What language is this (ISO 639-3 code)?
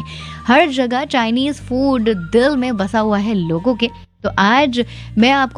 hin